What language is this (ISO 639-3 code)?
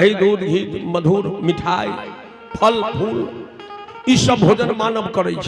mai